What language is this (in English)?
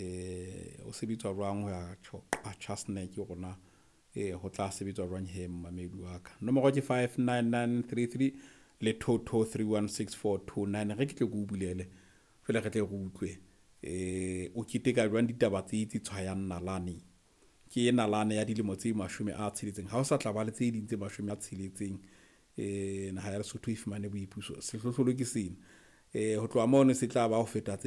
Southern Sotho